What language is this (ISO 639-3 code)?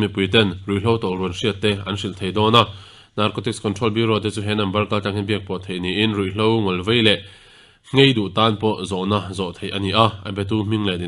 lus